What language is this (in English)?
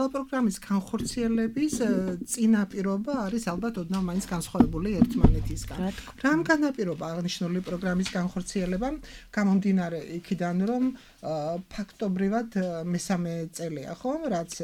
Georgian